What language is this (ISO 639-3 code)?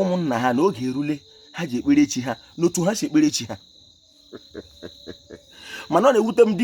ibo